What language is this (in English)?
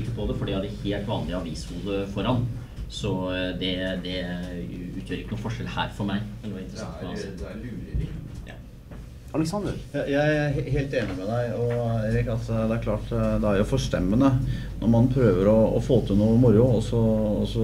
Norwegian